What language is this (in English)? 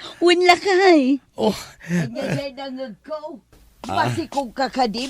Iloko